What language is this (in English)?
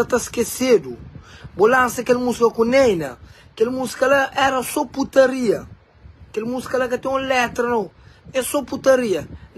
Kabuverdianu